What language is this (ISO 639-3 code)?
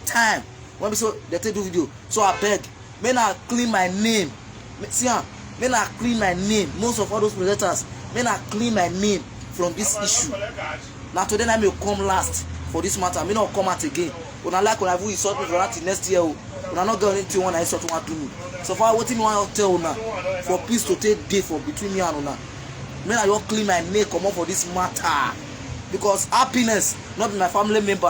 pcm